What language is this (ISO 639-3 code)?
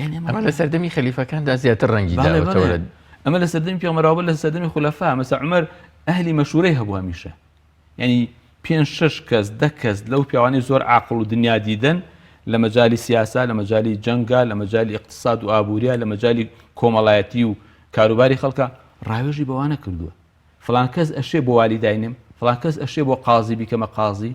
ckb